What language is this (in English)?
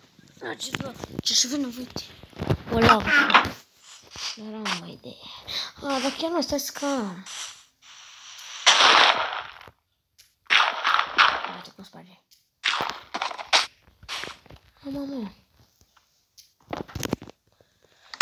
Romanian